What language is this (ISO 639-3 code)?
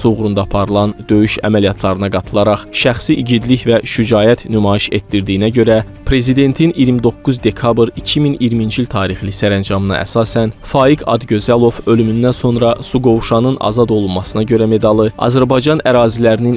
aze